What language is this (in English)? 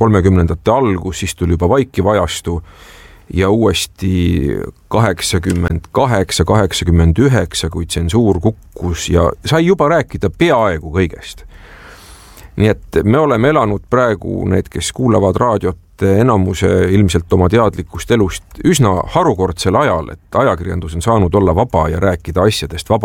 Estonian